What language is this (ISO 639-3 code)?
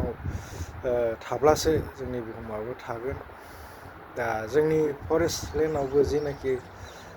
brx